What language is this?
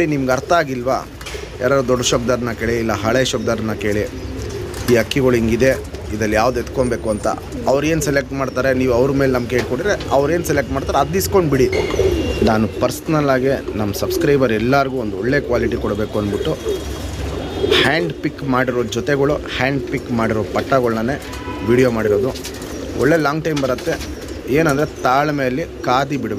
Kannada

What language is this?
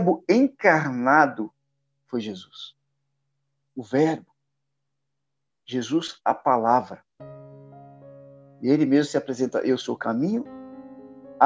Portuguese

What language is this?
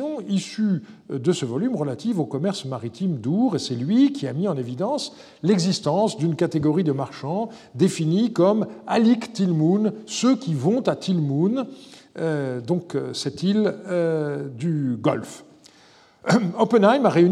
French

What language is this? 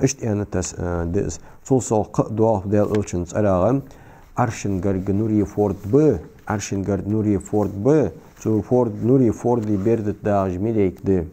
Ingush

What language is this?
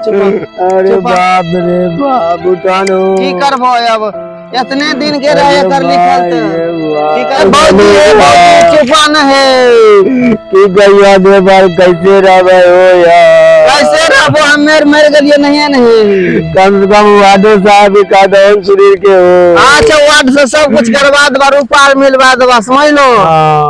Maithili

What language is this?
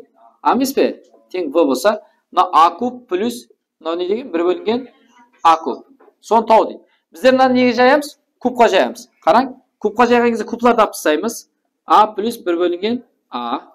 Kara-Kalpak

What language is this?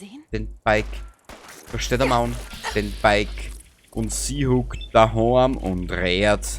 Bavarian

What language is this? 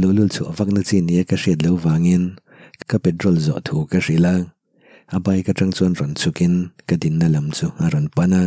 Mizo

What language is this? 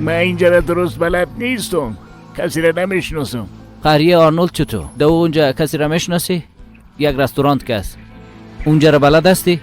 Persian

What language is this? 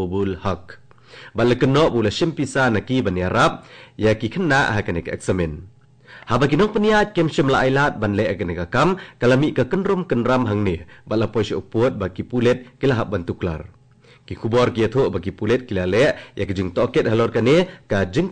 Khasi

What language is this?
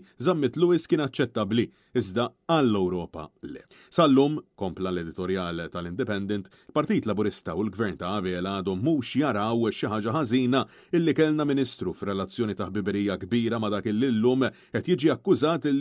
Maltese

